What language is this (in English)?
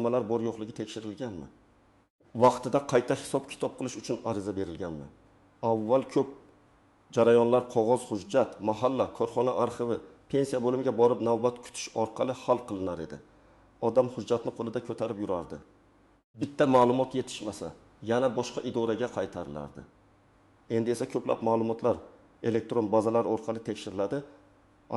Uzbek